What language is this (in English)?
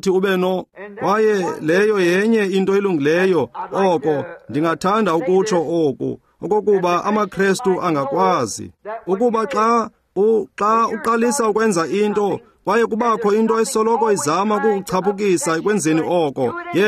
Xhosa